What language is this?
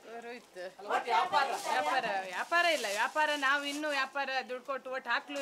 Kannada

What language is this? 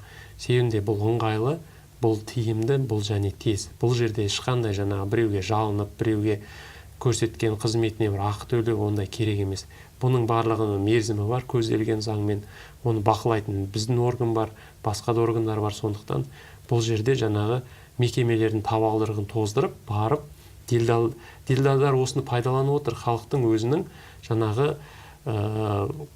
Kazakh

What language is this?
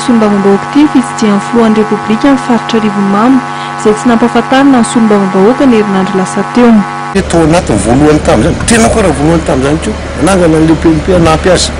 Malagasy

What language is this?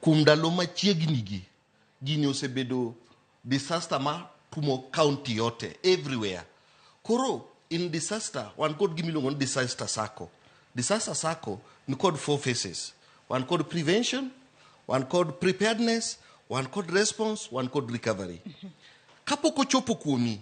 Luo (Kenya and Tanzania)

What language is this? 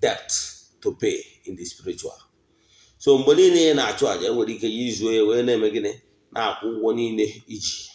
Igbo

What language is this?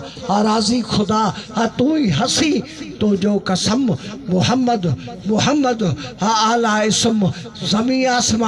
Sindhi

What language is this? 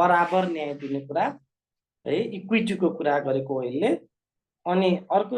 Nepali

